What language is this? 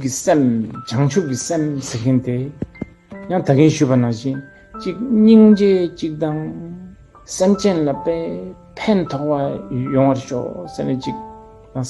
Tibetan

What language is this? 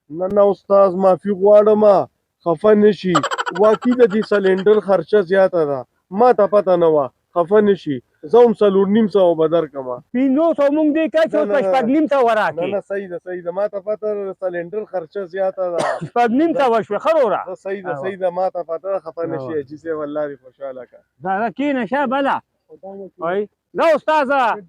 Pashto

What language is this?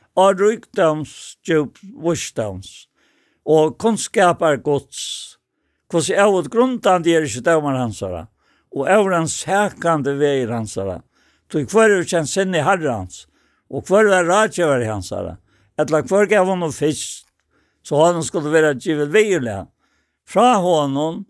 Faroese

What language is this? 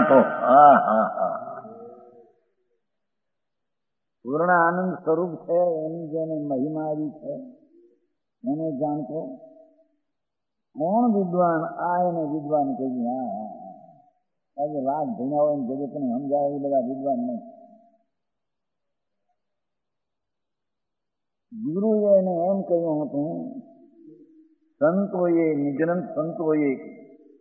Gujarati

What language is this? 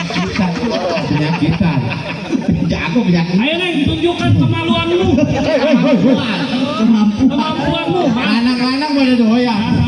Betawi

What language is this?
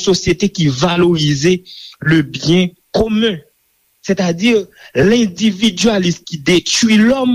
Haitian Creole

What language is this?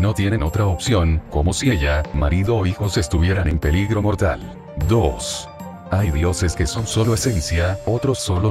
Spanish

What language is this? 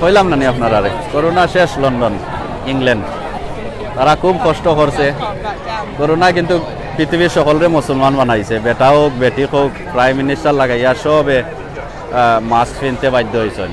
Sylheti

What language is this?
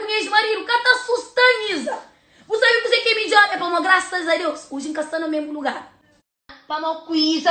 Kabuverdianu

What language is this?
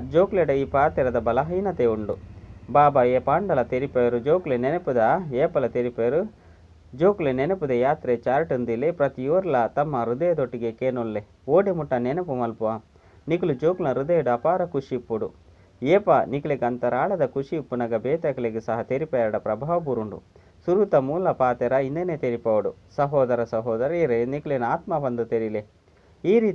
Tulu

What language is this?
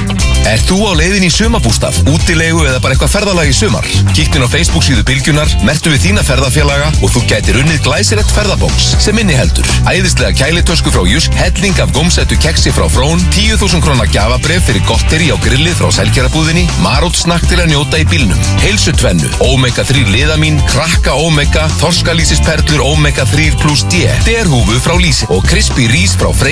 Icelandic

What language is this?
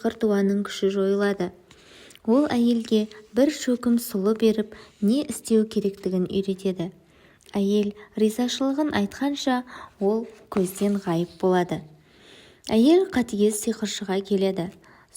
Kazakh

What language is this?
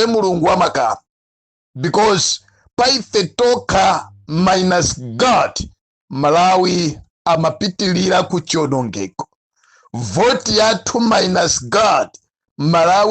Nyanja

